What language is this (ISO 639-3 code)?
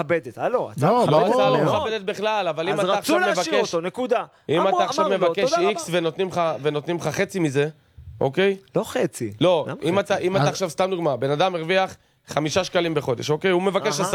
heb